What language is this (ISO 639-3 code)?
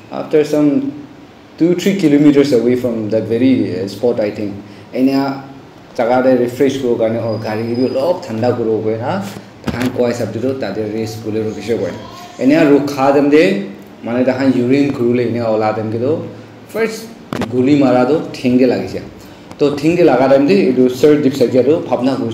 nag